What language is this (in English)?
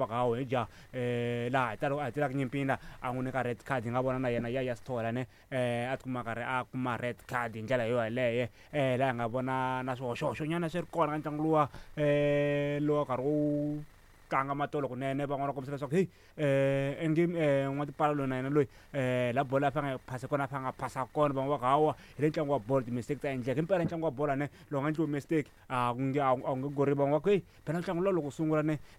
Tsonga